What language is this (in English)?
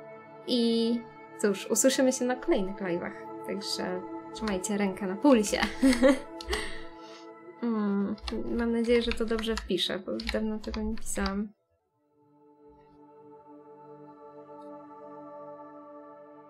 Polish